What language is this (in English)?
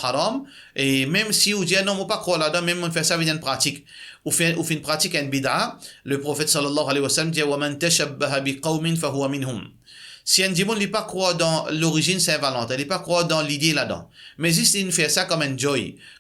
Morisyen